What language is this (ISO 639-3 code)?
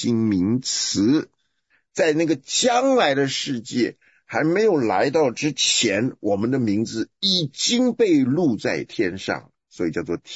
zho